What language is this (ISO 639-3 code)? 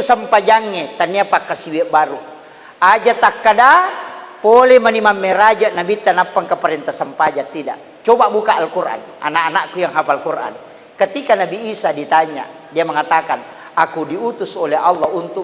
bug